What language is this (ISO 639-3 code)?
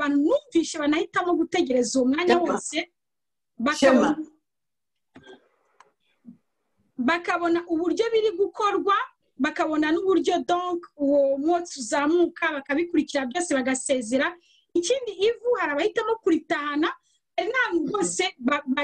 kin